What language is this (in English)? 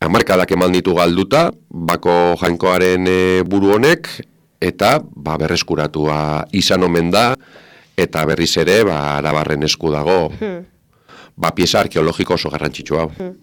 Basque